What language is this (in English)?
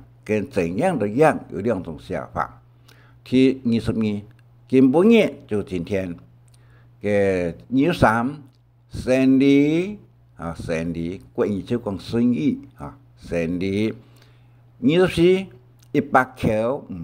Hakka Chinese